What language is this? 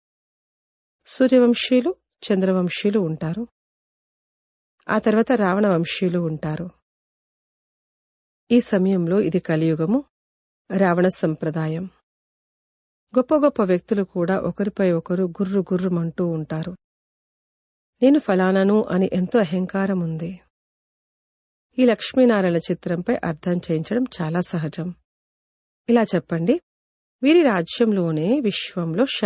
Telugu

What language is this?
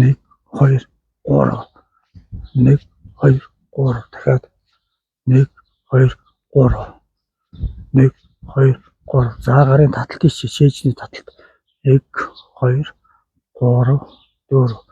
Mongolian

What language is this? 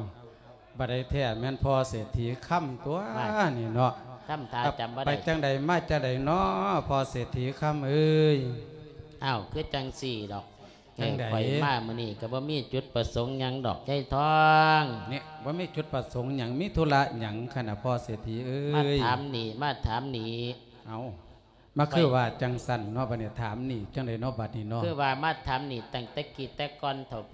Lao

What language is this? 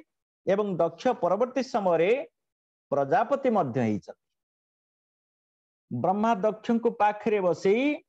Odia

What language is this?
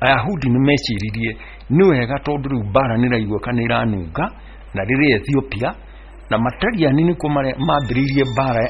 Kikuyu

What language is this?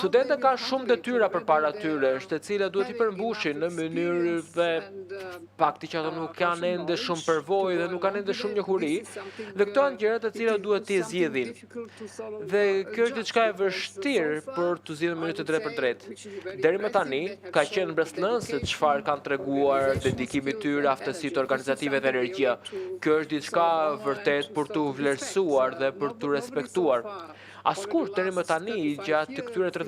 Albanian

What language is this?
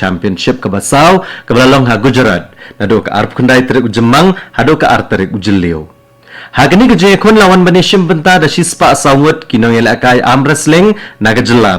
Khasi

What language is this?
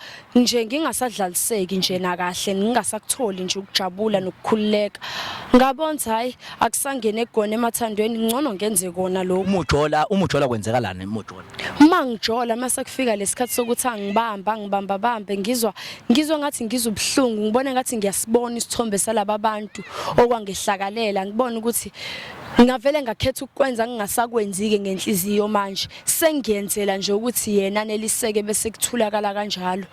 Zulu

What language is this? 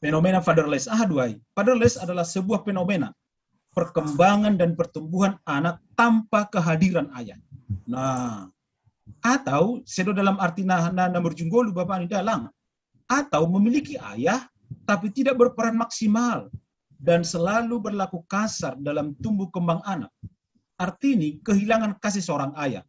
Batak Simalungun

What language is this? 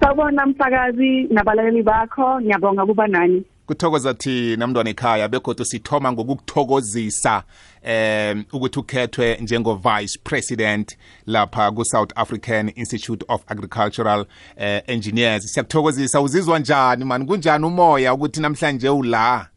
South Ndebele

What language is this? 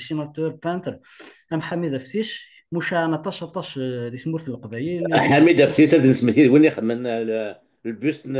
Kabyle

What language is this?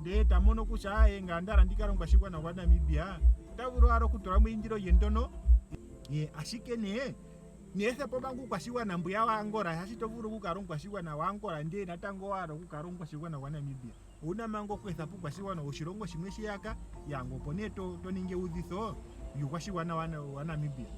Ndonga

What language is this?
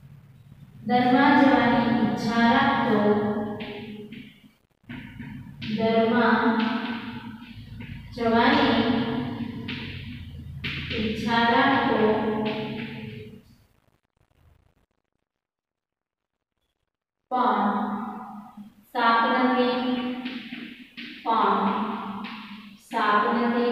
Gujarati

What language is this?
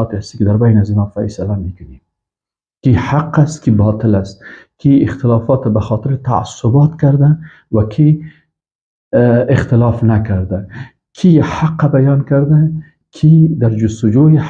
Persian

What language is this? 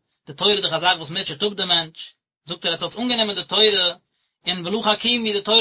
Yiddish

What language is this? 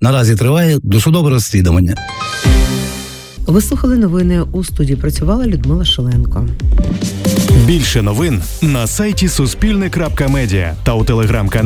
Ukrainian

